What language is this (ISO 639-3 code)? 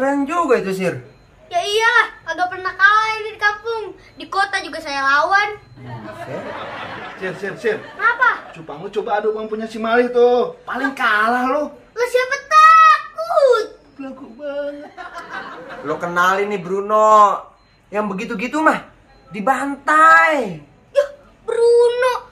bew